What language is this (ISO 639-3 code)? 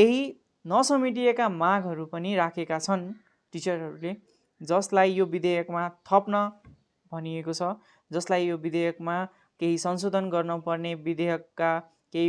nep